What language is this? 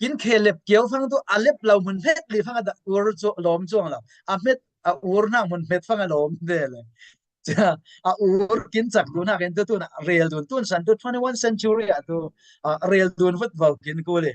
Falam Chin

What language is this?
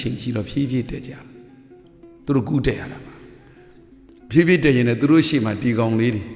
Burmese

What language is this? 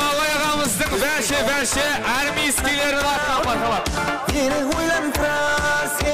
Kara-Kalpak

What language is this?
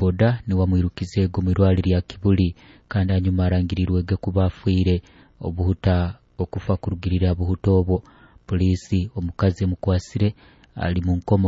Nyoro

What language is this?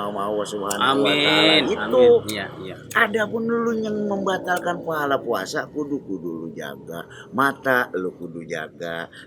Betawi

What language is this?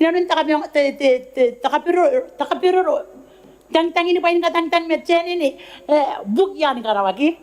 Gilbertese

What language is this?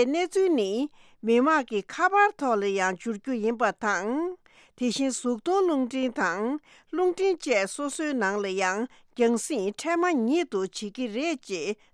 Tibetan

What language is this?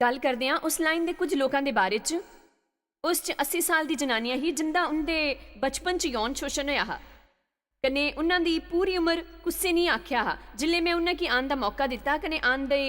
Dogri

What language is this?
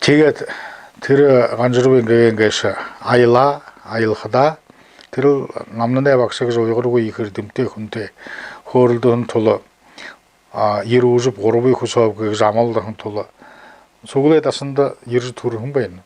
Buriat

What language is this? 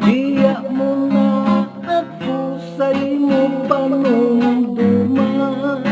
Hiligaynon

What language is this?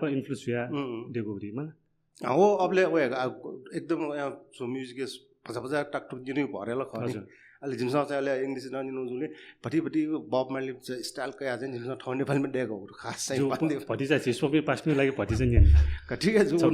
Newari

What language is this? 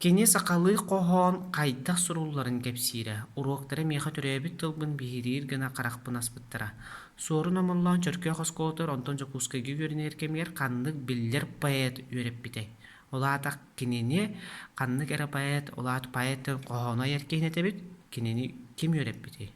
Yakut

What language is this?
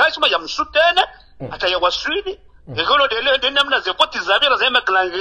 Swahili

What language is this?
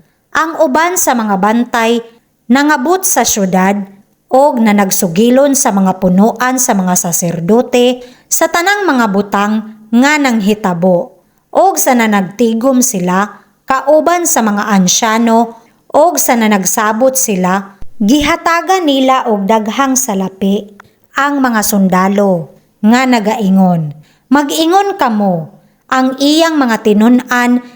Cebuano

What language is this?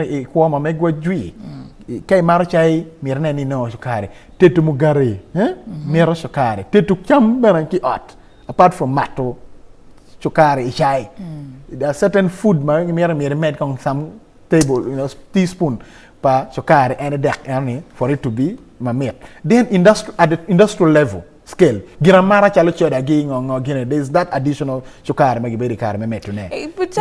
Acoli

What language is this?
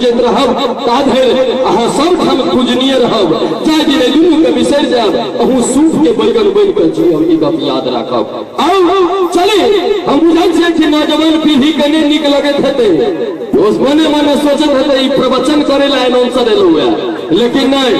Maithili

